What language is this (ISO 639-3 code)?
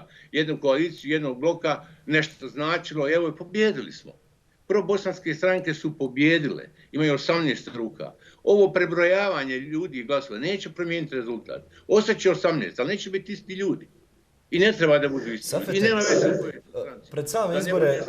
bos